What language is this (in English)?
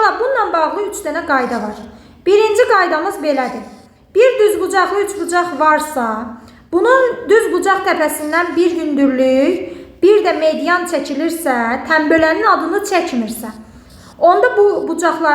Azerbaijani